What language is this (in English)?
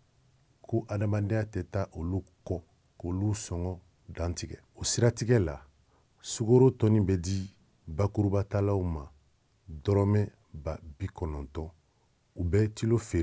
Bambara